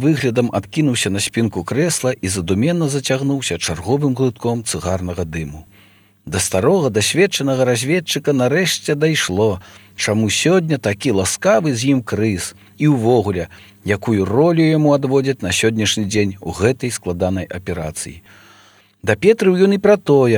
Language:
Belarusian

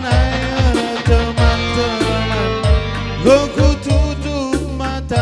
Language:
Batak Karo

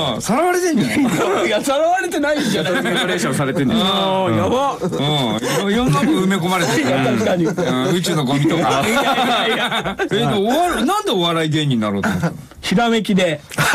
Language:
Japanese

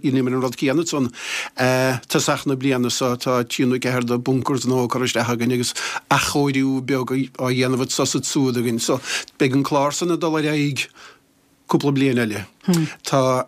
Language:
Irish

